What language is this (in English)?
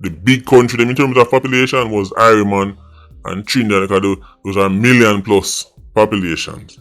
Jamaican Creole English